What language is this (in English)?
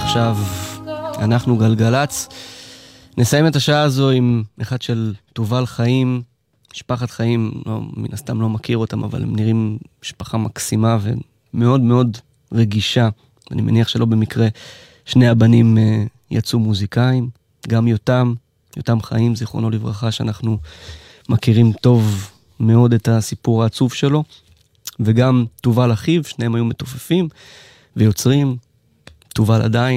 Hebrew